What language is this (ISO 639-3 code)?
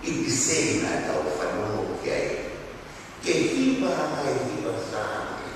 ton